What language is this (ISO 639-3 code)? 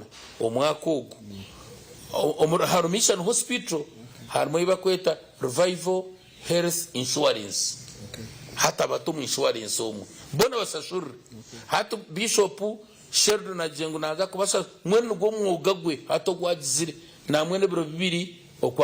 nyn